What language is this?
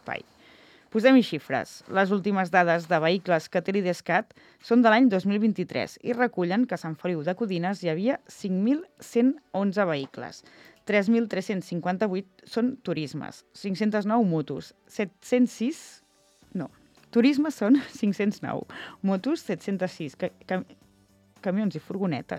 Catalan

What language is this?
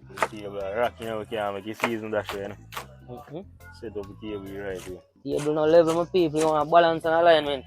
Jamaican Creole English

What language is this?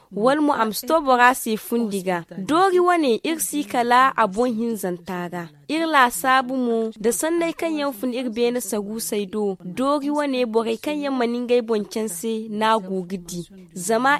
Zarma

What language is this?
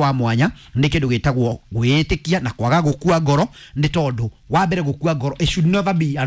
Kikuyu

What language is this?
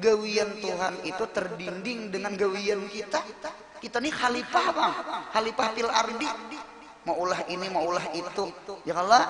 Banjar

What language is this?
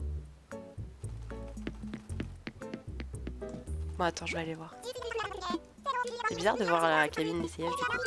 French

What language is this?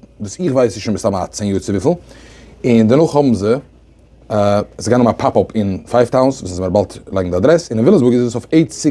Yiddish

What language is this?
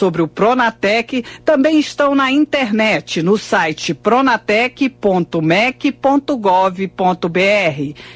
Portuguese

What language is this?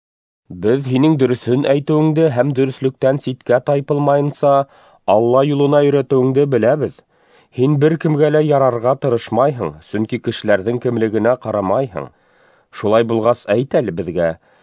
Bashkir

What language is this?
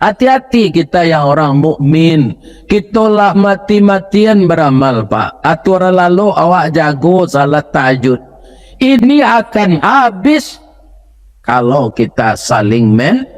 Minangkabau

